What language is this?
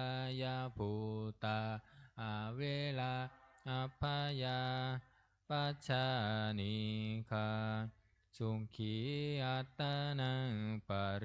Pali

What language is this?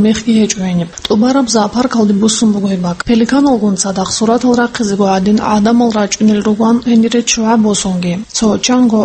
Avaric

